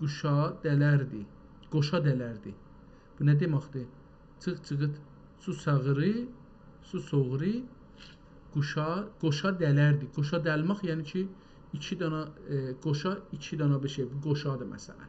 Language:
South Azerbaijani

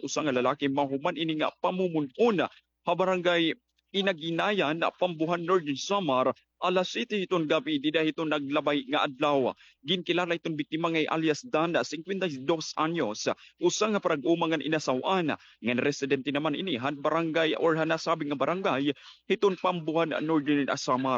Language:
Waray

